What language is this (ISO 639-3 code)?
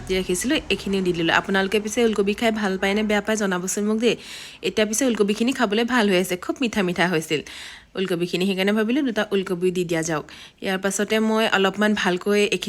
asm